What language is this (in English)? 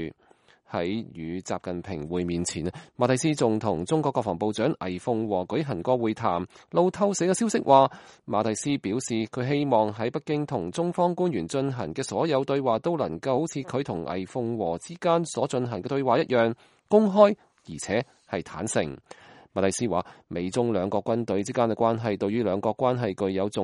Cantonese